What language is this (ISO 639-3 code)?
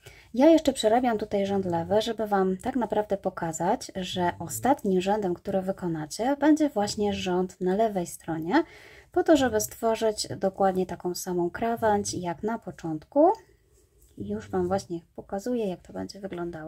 pol